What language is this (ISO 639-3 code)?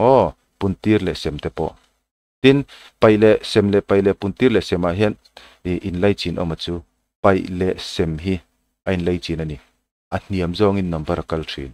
lus